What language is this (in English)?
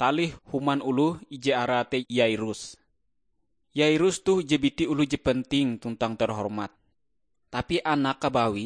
Ngaju